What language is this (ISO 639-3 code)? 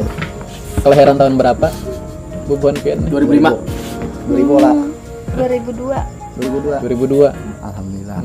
bjn